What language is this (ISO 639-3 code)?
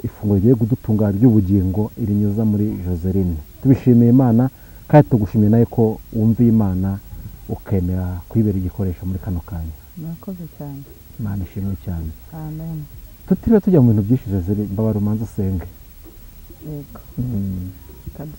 kin